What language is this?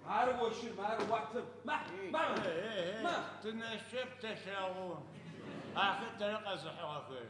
Adyghe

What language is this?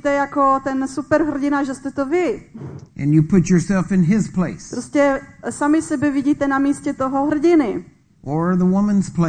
Czech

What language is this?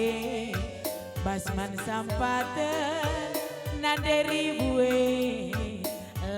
Batak Karo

